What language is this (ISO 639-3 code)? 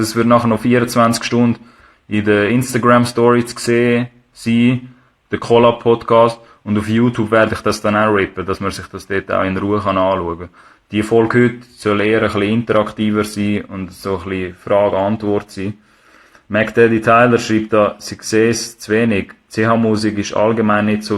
gsw